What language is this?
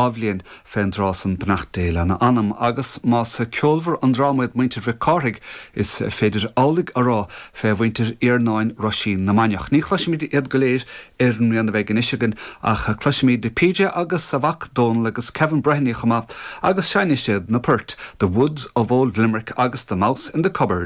Irish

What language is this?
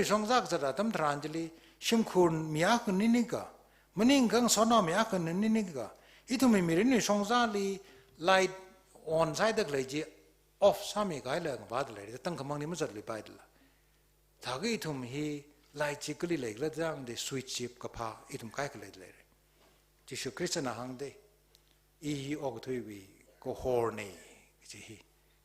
Tangkhul Naga (India)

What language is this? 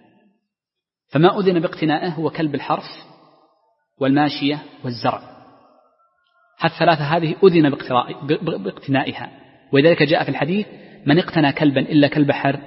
Arabic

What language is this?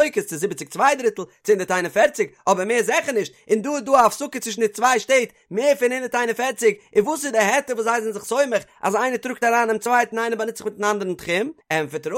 Yiddish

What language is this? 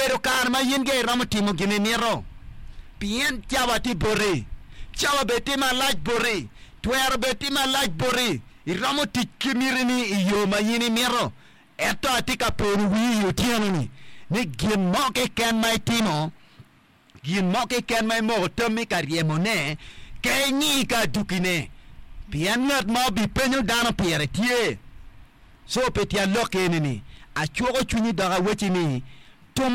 Acoli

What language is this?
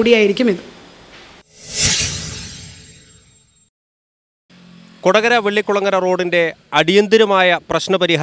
Malayalam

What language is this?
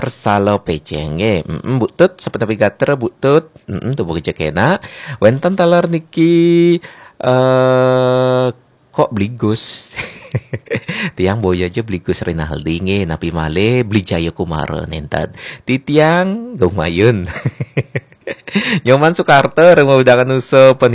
Balinese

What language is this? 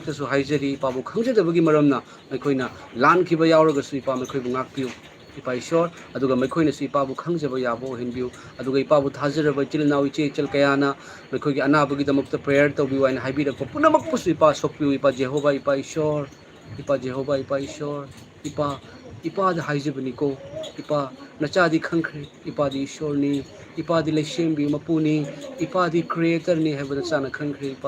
Manipuri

